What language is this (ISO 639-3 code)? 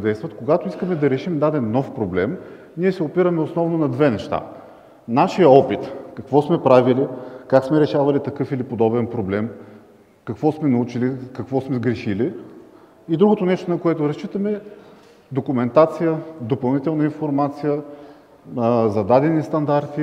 bul